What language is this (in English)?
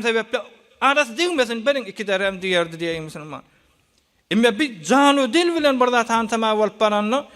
Turkmen